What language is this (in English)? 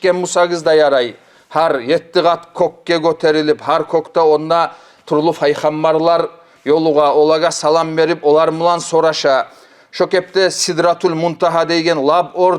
Kumyk